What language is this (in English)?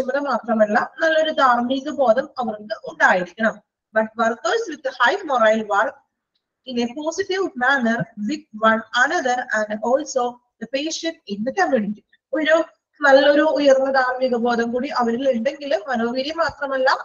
Malayalam